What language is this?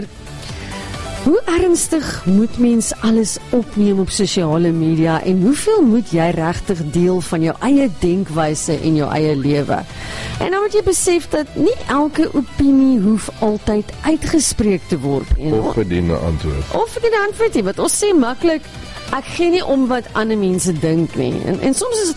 Afrikaans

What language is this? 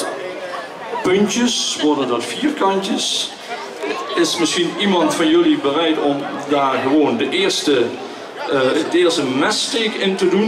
Limburgish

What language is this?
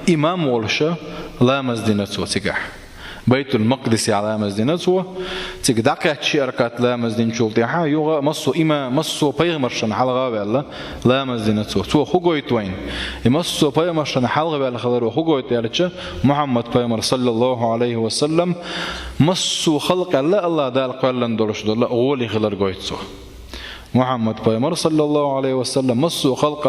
Chechen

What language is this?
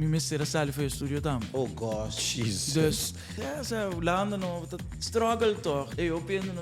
Papiamento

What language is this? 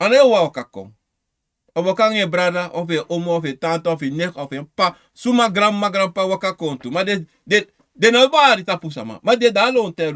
Sranan Tongo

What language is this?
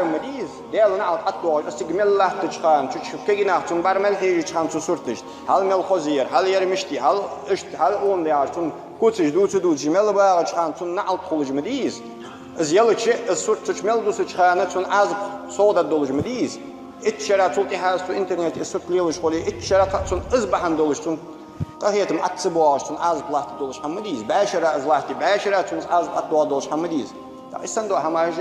Ingush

